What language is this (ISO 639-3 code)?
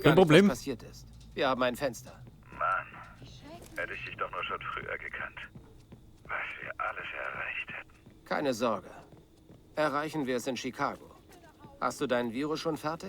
bar